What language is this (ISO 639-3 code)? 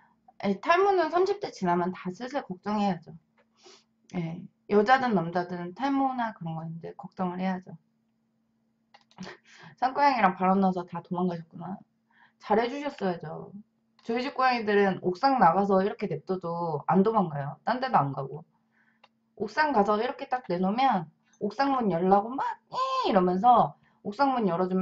kor